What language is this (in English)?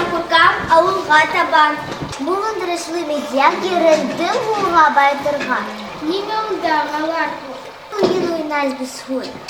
Bashkir